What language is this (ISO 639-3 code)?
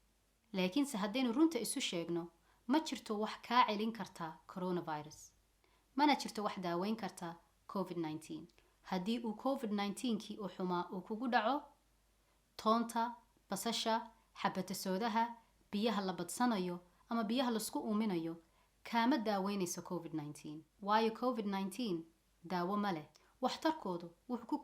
som